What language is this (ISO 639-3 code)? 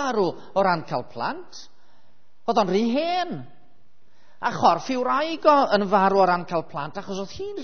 cym